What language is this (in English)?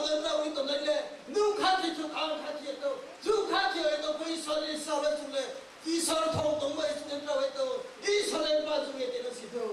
Riang (India)